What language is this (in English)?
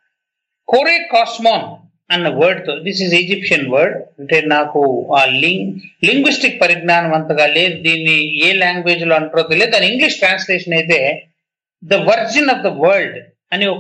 Telugu